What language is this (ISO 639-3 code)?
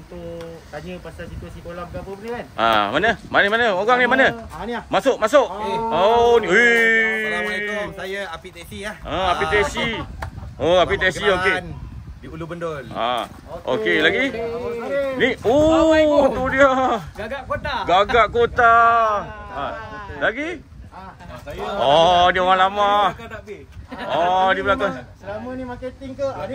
msa